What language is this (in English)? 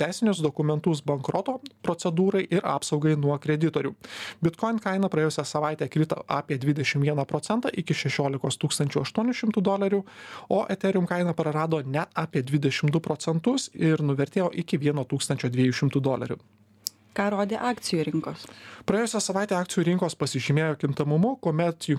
Lithuanian